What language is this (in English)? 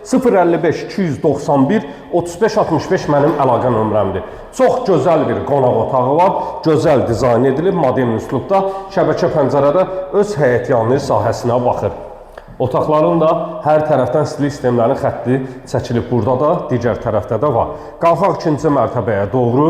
Azerbaijani